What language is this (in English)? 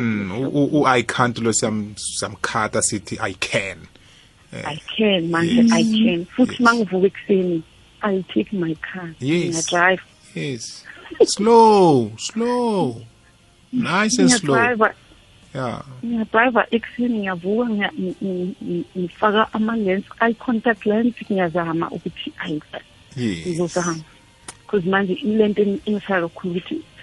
South Ndebele